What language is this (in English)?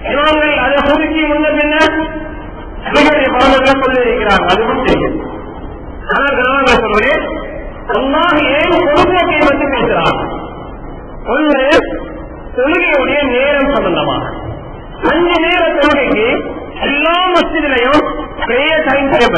Tamil